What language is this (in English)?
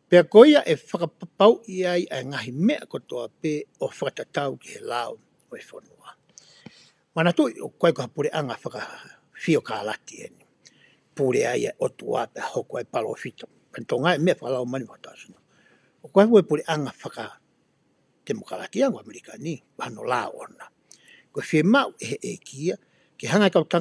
Tongan